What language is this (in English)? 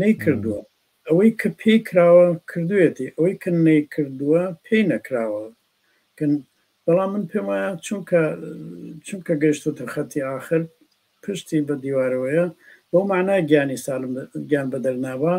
Central Kurdish